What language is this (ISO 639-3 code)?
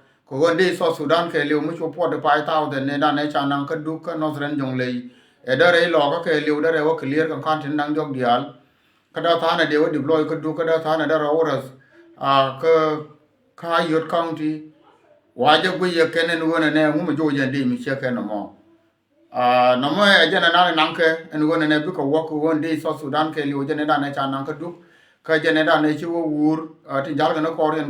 nus